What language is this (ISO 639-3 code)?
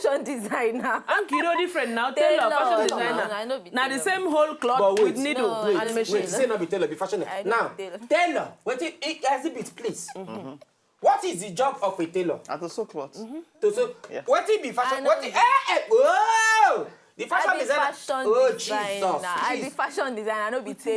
pcm